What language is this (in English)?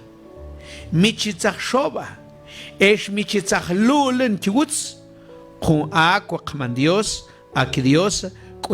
Mam